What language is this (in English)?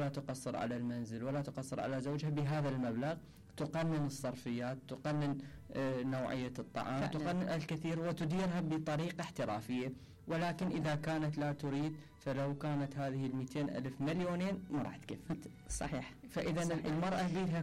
Mesopotamian Arabic